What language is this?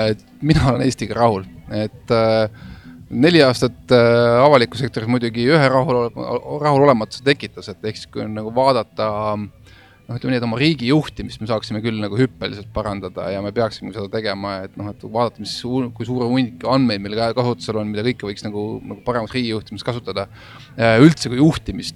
Estonian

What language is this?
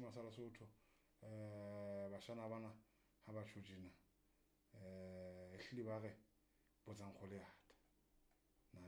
Southern Sotho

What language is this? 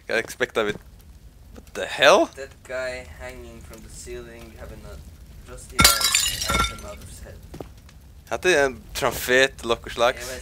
Faroese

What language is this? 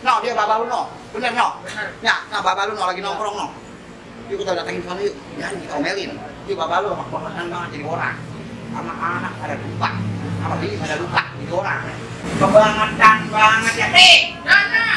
Betawi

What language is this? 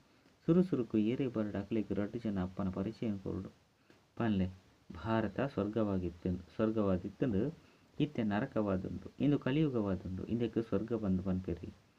Tulu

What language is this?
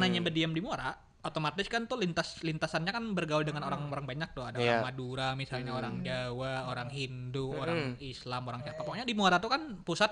Banjar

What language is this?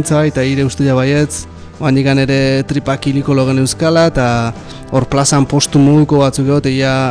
Basque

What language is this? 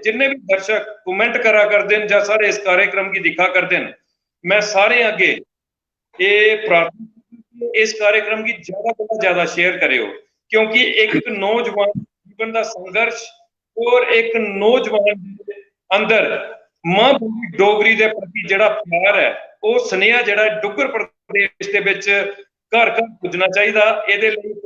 Dogri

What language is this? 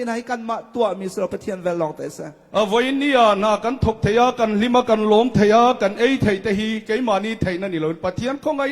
Hakha Chin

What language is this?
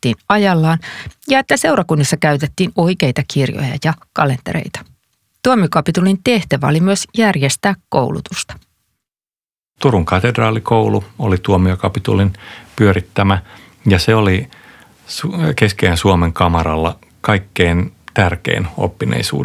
Finnish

